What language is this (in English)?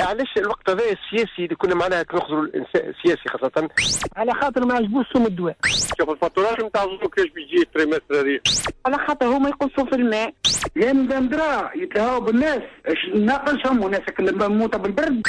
Tunisian Arabic